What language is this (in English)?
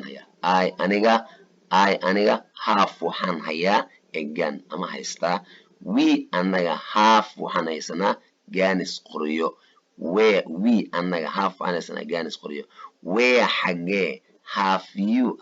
Somali